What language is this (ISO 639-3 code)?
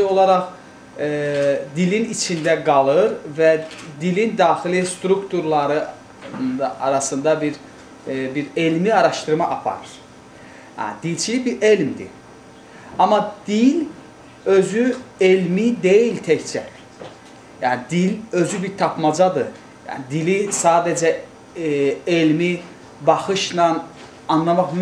aze